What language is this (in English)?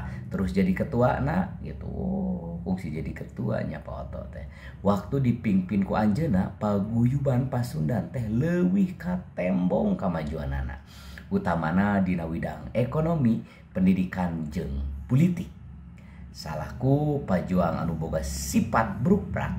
Sundanese